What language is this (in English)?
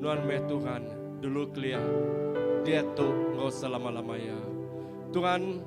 Iban